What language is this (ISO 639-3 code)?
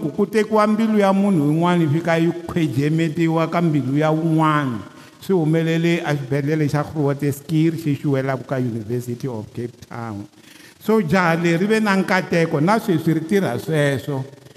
tso